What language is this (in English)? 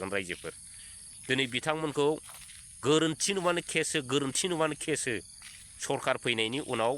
Bodo